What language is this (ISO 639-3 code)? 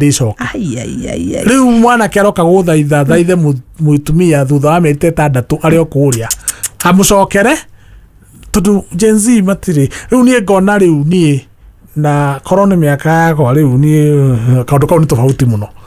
kik